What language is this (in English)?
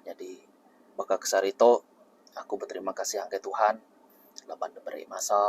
Iban